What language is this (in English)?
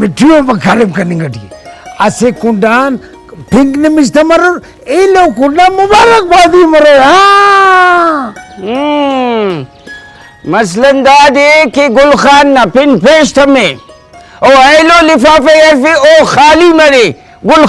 Brahui